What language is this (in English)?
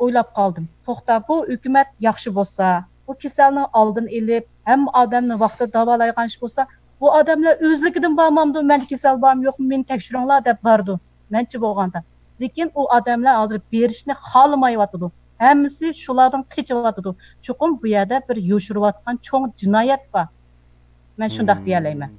Uyghur